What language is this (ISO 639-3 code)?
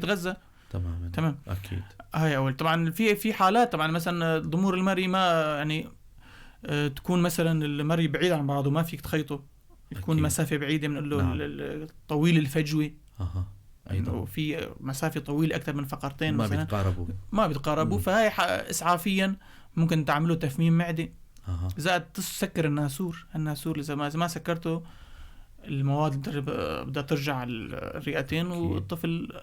apc